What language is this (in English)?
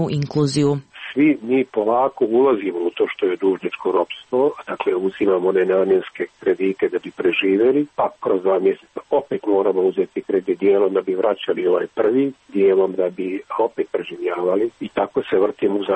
Croatian